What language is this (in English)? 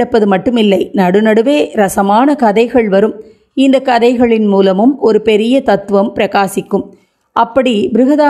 Tamil